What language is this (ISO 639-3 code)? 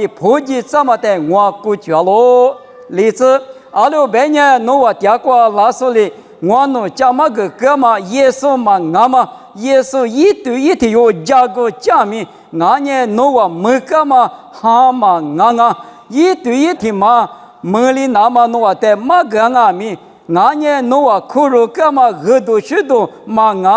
lis